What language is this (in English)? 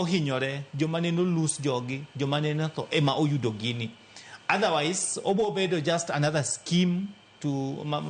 Luo (Kenya and Tanzania)